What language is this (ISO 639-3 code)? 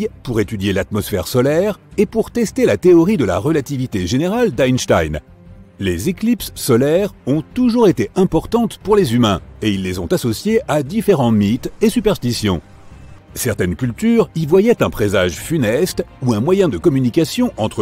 fra